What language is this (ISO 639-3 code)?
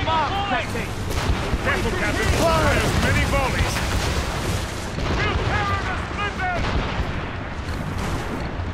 eng